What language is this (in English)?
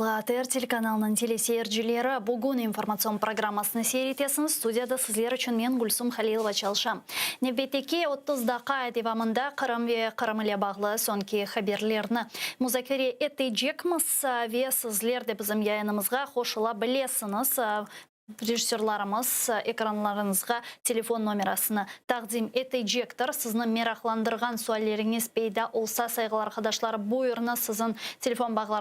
Crimean Tatar